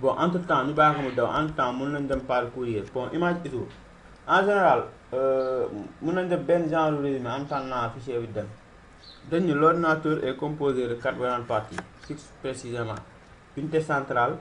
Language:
Wolof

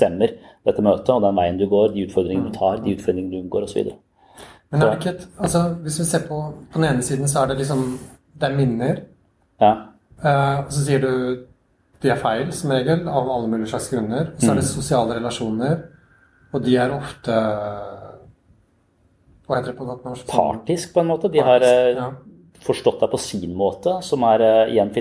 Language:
Norwegian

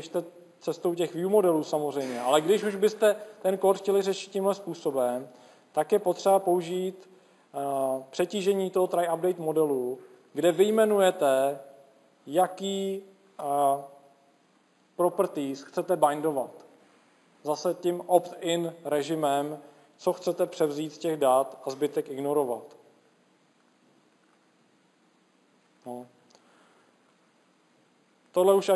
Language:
Czech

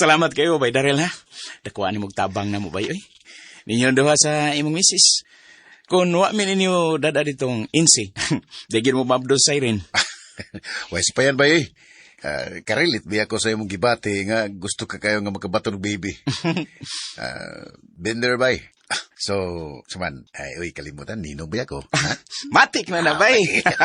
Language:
Cebuano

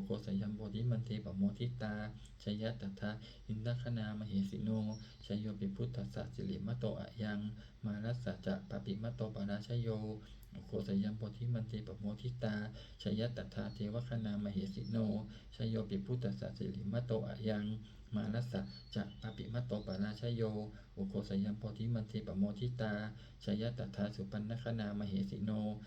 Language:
Pali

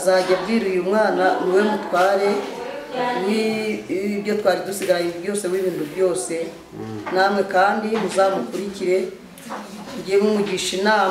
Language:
Kinyarwanda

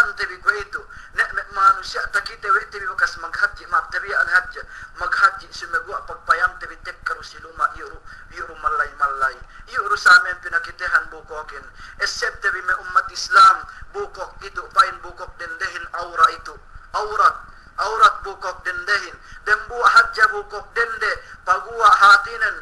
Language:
Yakan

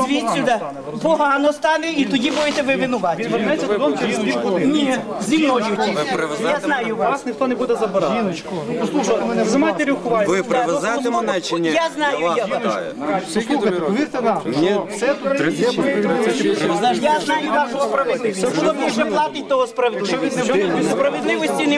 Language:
Ukrainian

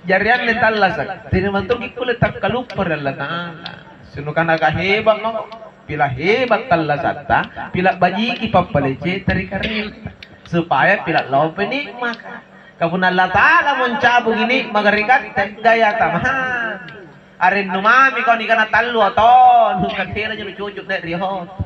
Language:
Makasar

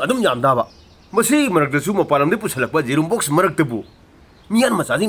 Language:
Manipuri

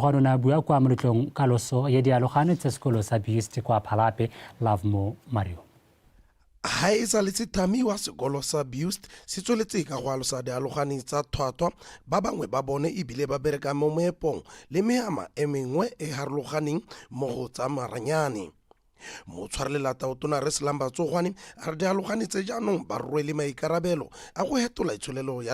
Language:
Tswana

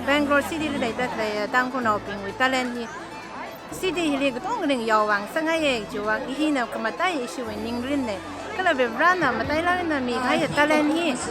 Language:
Tangkhul Naga (India)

